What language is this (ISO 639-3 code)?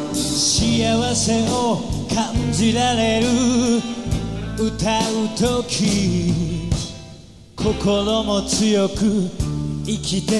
jpn